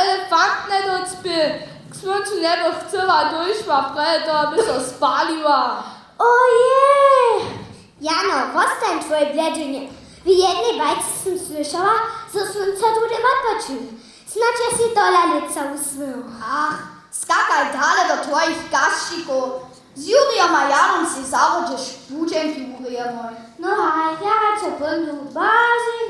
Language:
Upper Sorbian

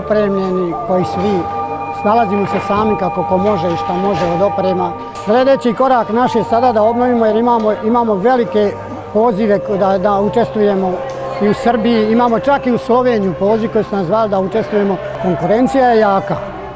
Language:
Bosnian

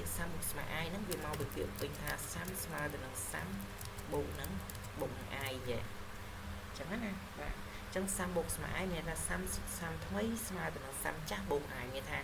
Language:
Khmer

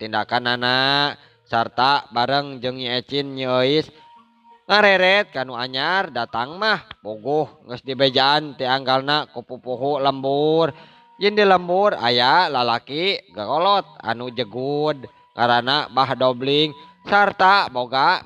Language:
Sundanese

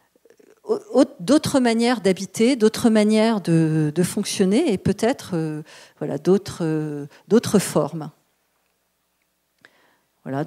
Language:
French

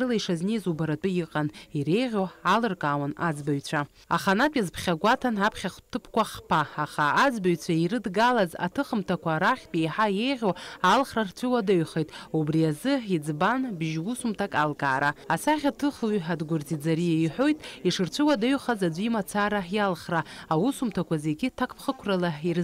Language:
Abkhazian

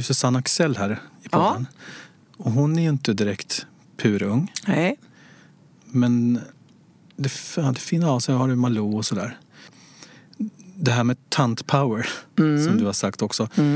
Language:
Swedish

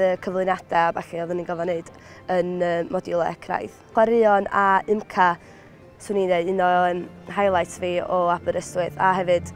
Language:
Welsh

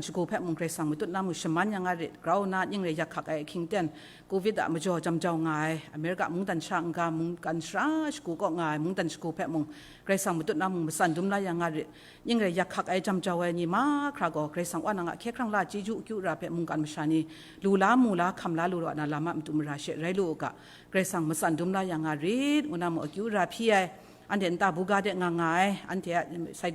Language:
Kachin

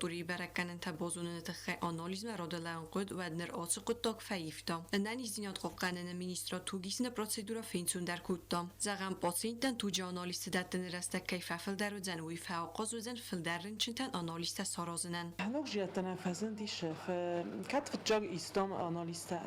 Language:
Ossetic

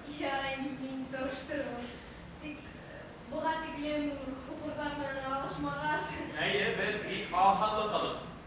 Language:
Bashkir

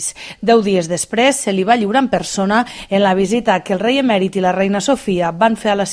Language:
Catalan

